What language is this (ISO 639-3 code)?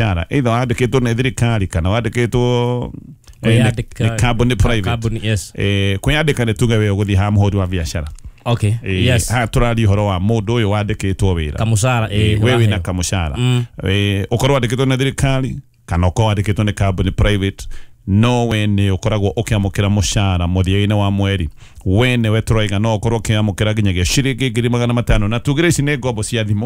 kik